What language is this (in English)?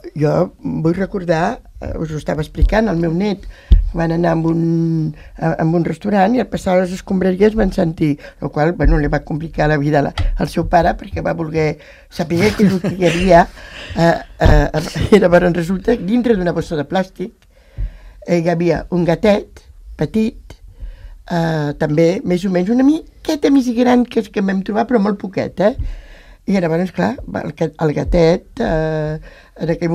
Catalan